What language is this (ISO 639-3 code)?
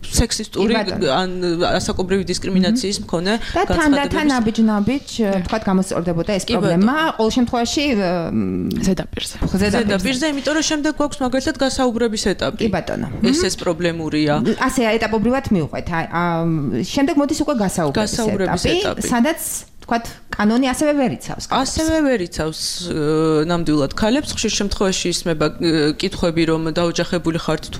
kat